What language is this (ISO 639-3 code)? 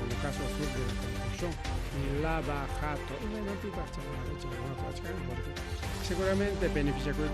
quy